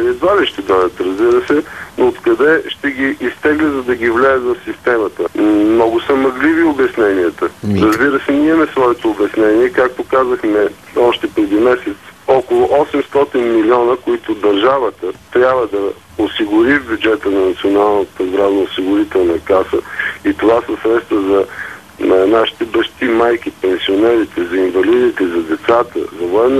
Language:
Bulgarian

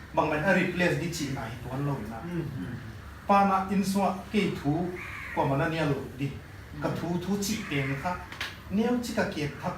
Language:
Paite Chin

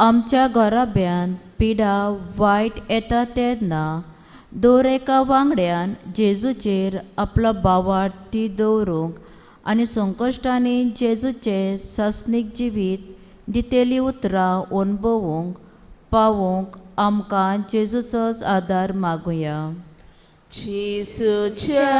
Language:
Konkani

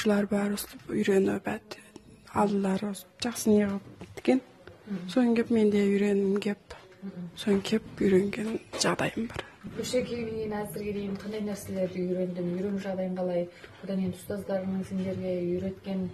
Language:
Kazakh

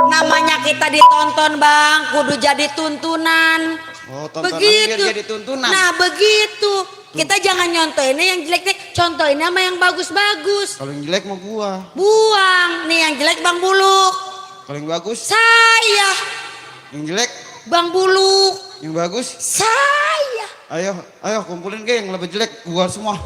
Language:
Betawi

